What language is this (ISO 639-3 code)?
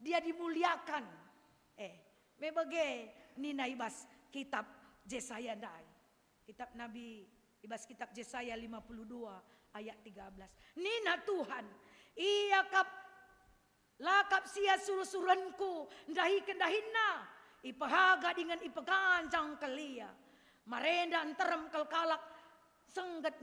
btx